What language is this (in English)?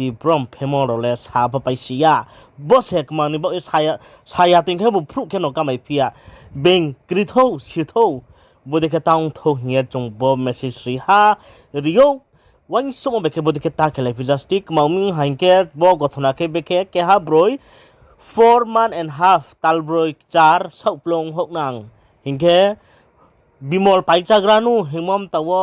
Riang (India)